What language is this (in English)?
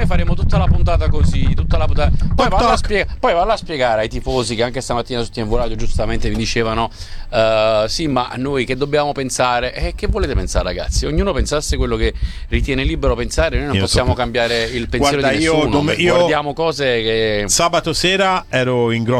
Italian